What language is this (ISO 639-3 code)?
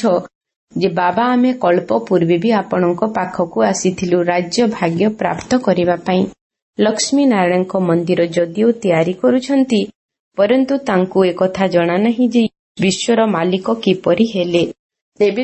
ori